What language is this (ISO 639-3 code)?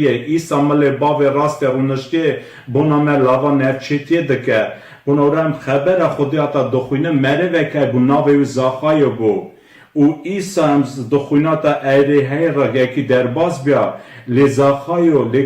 kur